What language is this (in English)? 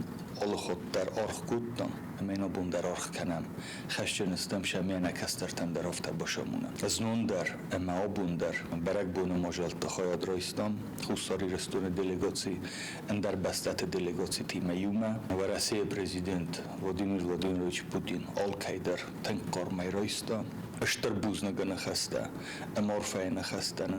Ossetic